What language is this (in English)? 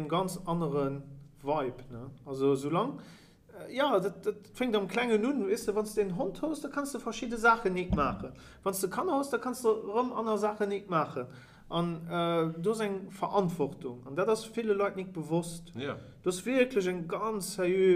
Luxembourgish